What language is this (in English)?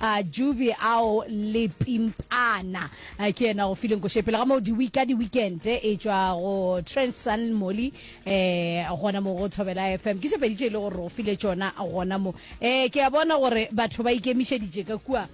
Northern Sotho